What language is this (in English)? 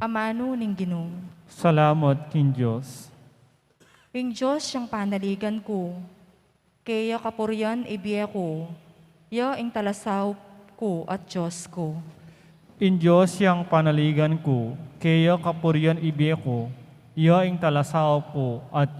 Pampanga